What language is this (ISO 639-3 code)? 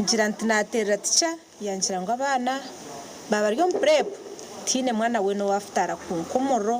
nyn